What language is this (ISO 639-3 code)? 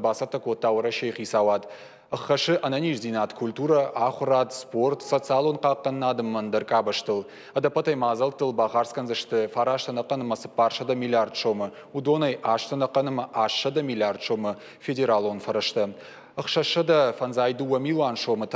oss